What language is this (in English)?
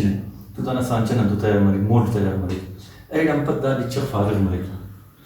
Brahui